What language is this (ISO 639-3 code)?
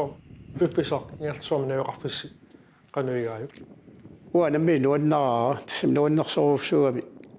kal